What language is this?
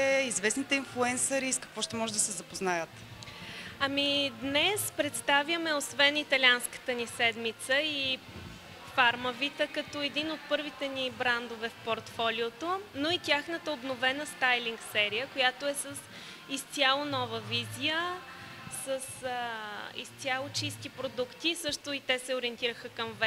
Bulgarian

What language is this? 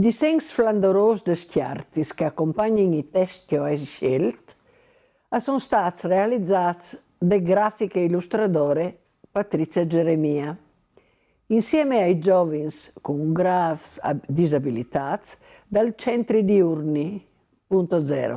Friulian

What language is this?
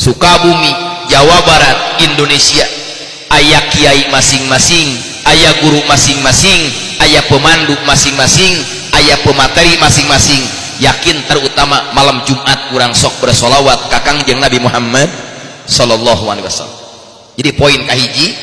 Sundanese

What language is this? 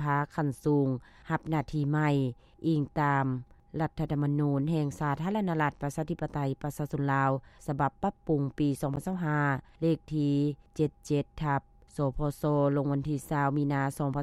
Lao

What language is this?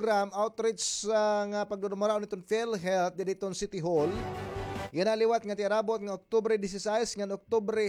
Waray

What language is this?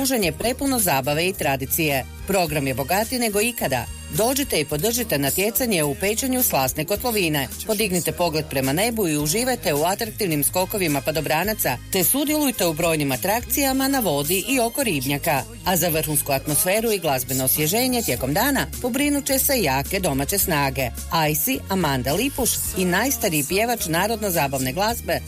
Croatian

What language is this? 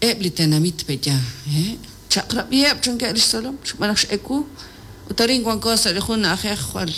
Kekchí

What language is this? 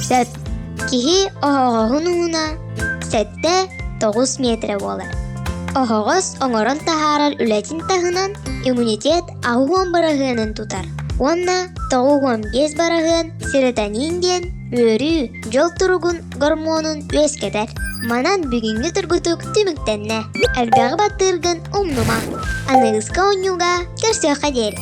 Yakut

